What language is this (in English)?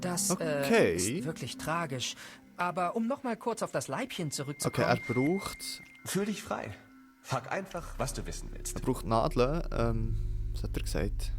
Swiss German